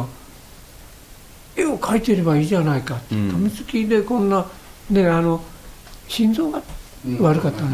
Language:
Japanese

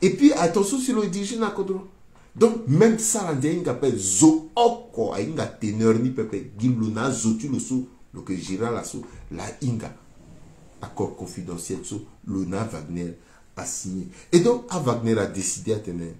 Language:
Sango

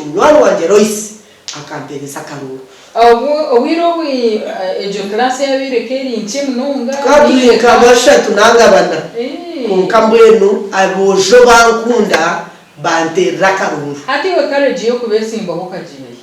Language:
Nyankole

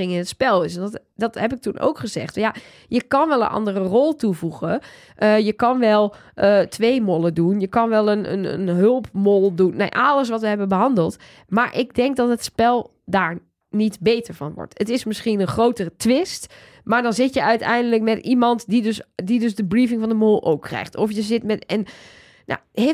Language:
Dutch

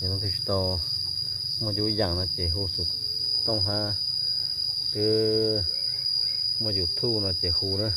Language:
Hmong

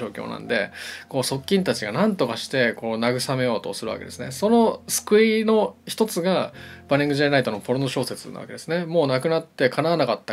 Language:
Japanese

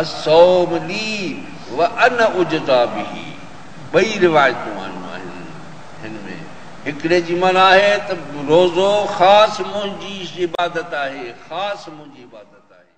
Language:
Sindhi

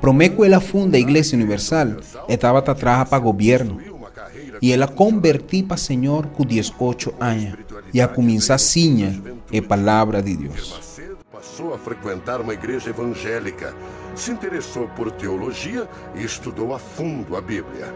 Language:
Papiamento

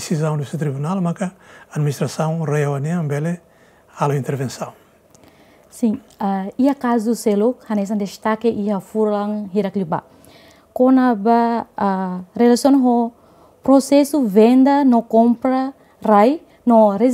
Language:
Tetum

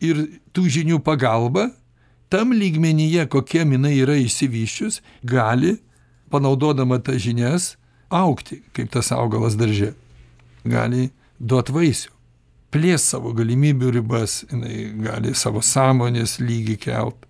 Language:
Lithuanian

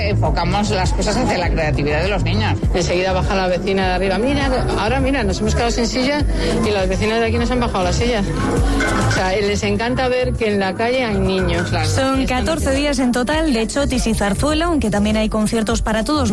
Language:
Spanish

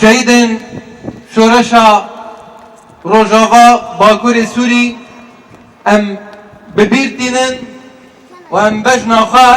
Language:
Kurdish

